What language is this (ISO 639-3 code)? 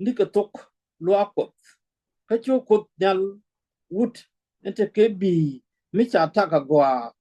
nus